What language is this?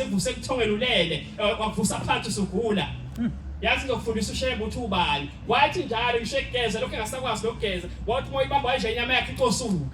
Zulu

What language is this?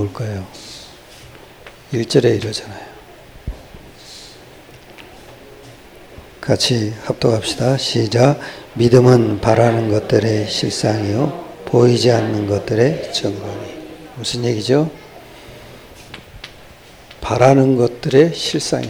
Korean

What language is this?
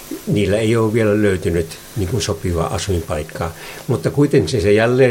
Finnish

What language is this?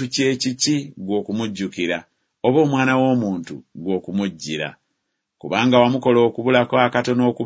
Ganda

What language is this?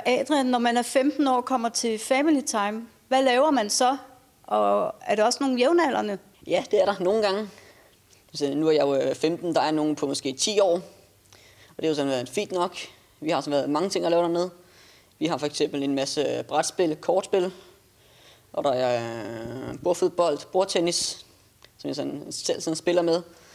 Danish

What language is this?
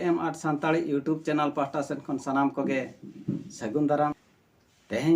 Santali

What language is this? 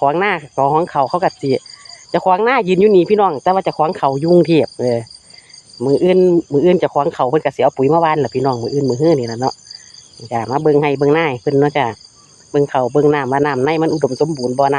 Northeastern Thai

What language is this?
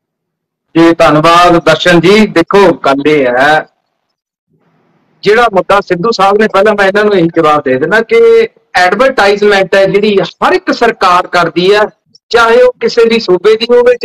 Punjabi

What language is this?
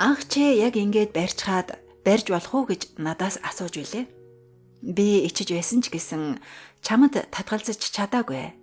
Mongolian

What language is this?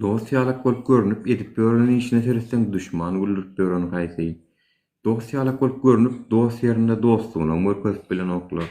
Turkmen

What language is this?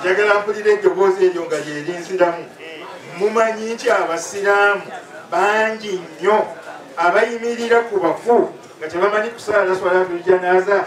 Ganda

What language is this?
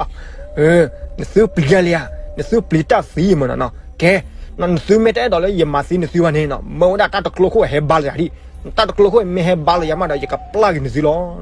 S'gaw Karen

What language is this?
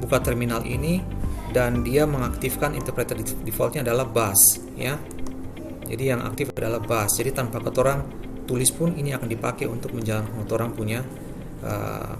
Ambonese Malay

